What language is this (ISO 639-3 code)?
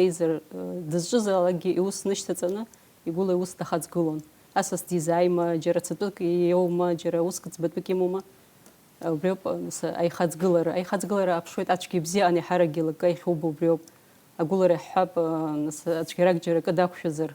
abk